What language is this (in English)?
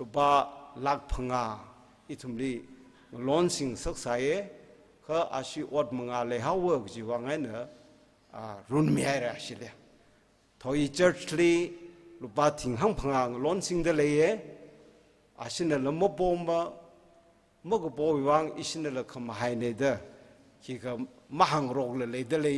Tangkhul Naga (India)